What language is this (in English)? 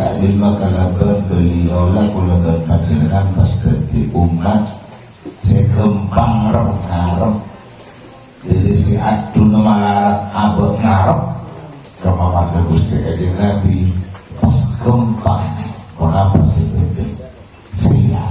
Madurese